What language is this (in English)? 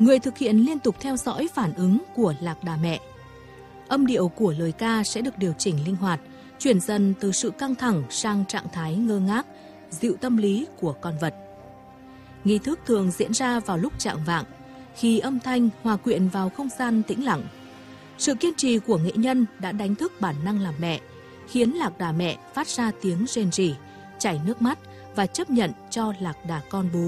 Vietnamese